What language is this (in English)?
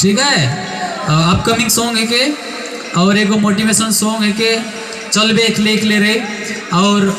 Sadri